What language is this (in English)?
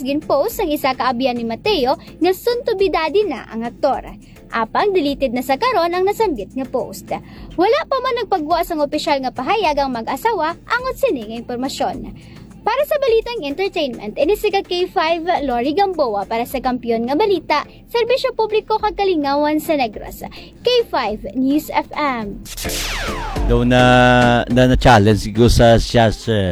Hiligaynon